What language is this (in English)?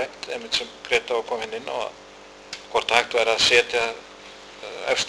Icelandic